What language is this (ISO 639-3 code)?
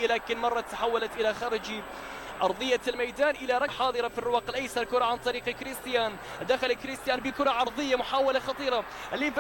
acm